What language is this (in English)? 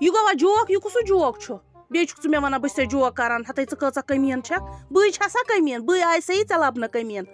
Kashmiri